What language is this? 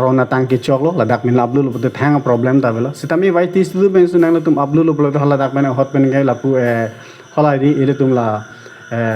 Karbi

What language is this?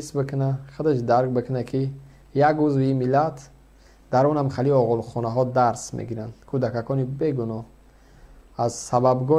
Tajik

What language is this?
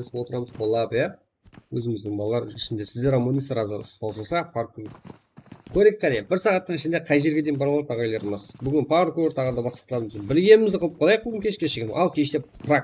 Kara-Kalpak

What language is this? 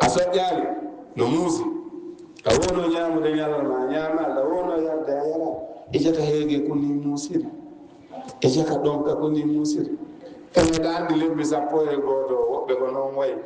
Fula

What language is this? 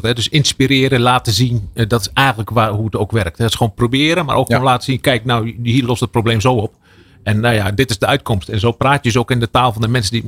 Dutch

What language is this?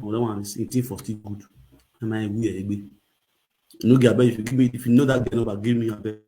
Nigerian Pidgin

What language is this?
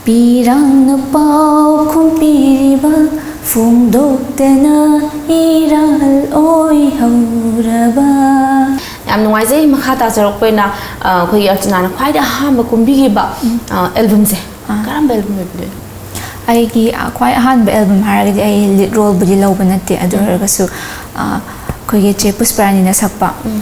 Manipuri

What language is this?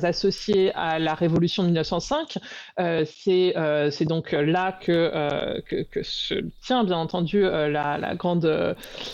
French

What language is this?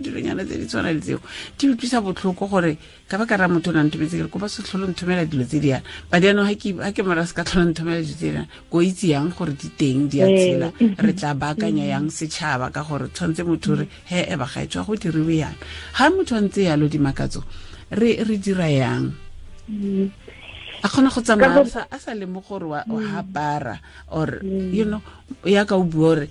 Tswana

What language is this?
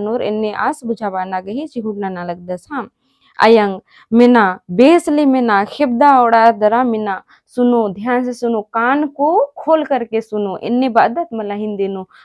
Kurukh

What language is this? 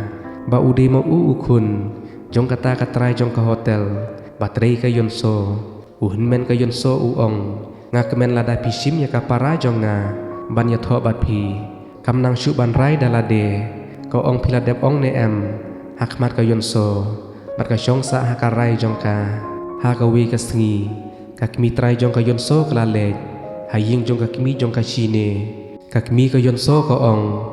Khasi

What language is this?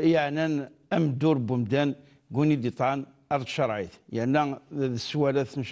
Kabyle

